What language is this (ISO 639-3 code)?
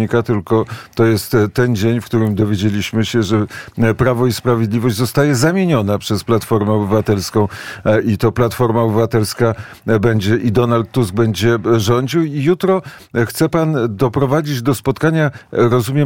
pol